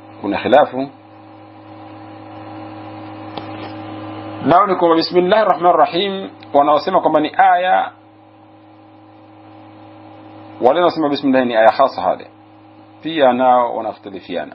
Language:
Swahili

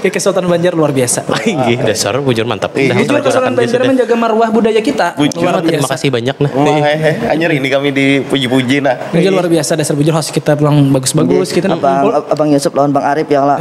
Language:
Banjar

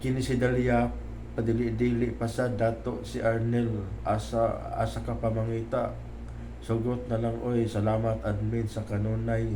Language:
Cebuano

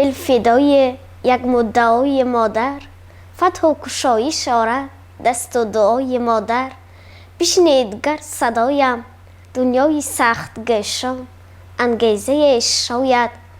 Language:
Tajik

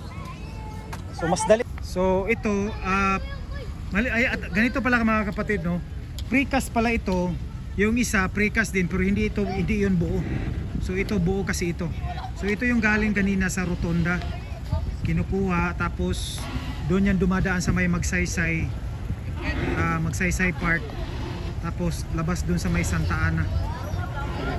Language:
Filipino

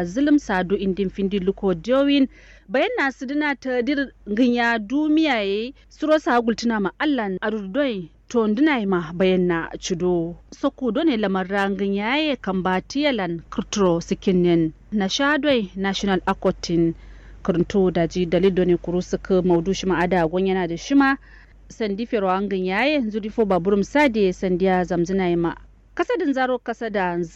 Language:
Kanuri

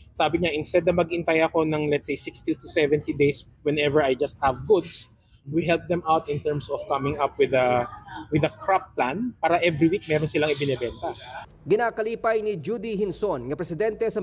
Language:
Hiligaynon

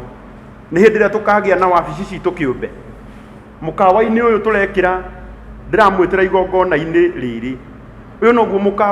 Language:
Kikuyu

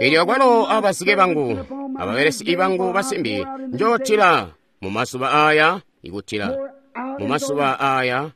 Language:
Tonga (Zambia)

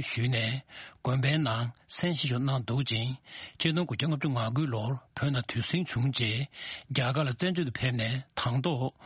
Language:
Tibetan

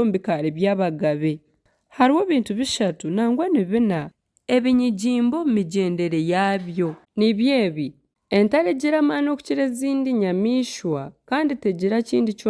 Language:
Nyankole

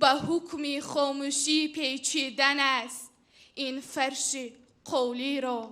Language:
Tajik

